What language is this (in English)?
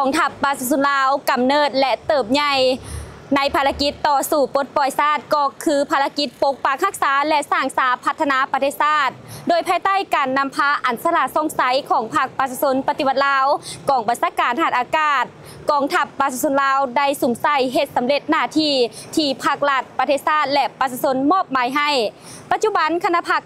Lao